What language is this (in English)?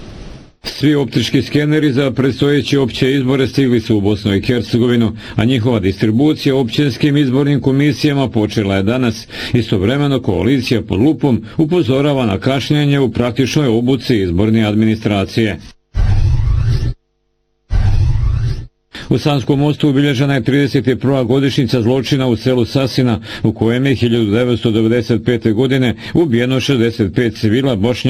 Bosnian